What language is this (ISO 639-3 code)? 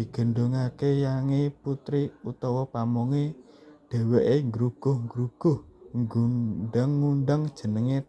jav